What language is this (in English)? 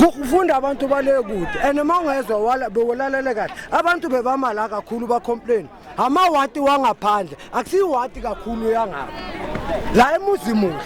Zulu